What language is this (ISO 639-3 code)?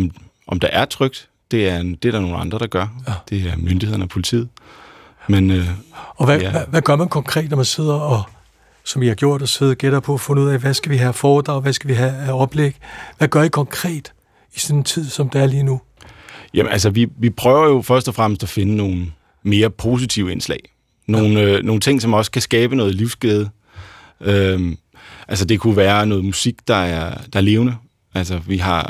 dan